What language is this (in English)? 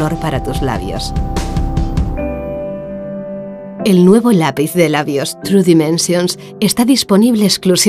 Spanish